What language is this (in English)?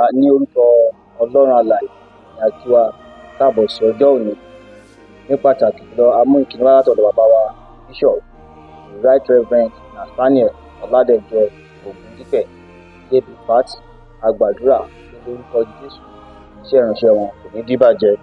Yoruba